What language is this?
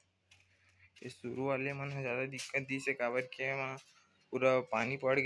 Chhattisgarhi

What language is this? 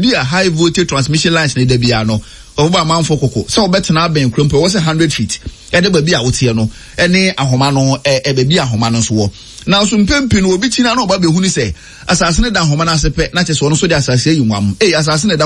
Akan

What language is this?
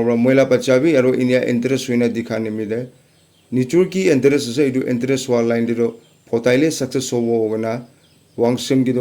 Naga Pidgin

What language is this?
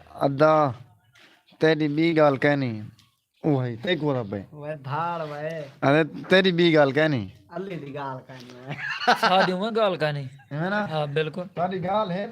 Saraiki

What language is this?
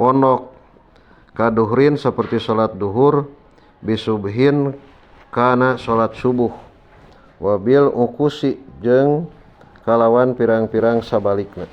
Sundanese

